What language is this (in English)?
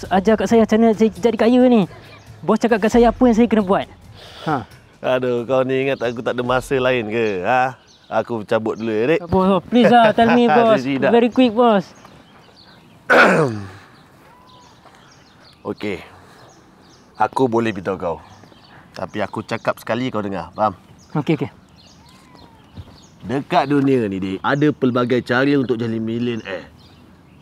Malay